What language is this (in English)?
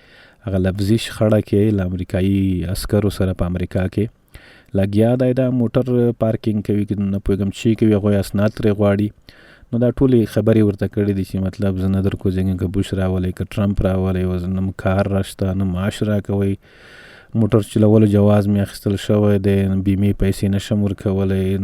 Pashto